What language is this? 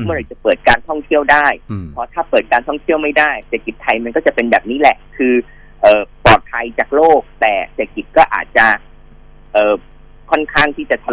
Thai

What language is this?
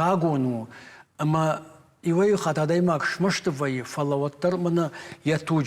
Ossetic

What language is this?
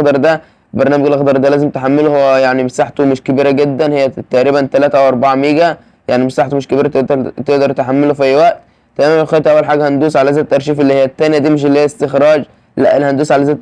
Egyptian Arabic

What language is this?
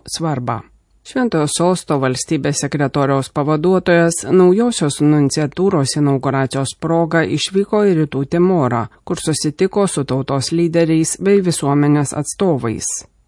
Lithuanian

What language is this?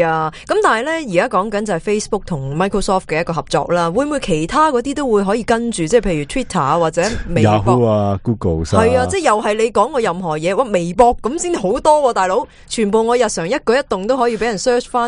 Cantonese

